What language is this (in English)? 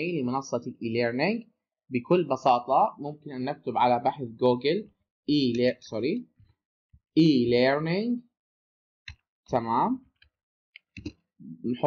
Arabic